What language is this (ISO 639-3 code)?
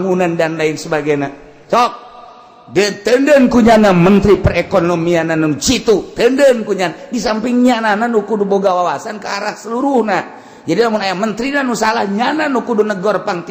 sun